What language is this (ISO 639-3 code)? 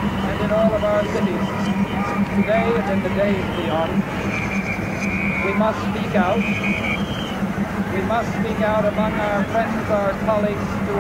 eng